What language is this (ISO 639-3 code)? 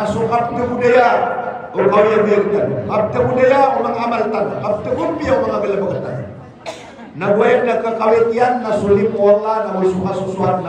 mrw